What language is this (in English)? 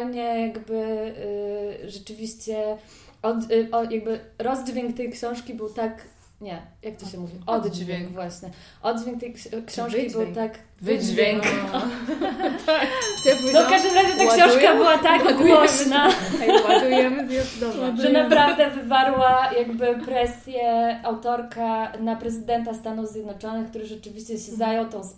Polish